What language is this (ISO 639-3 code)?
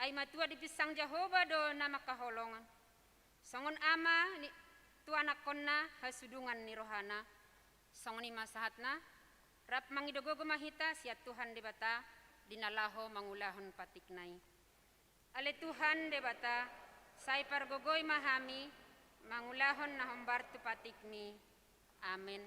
bbc